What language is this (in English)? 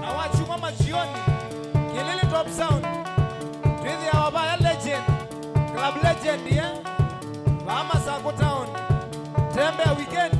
Kamba